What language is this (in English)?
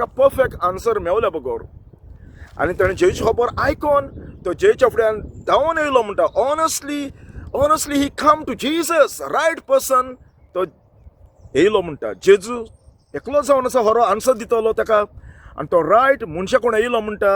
Konkani